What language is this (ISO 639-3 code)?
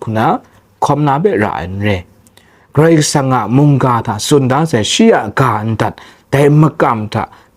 kac